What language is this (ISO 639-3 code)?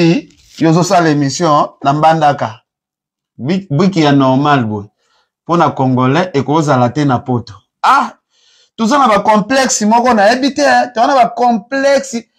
lin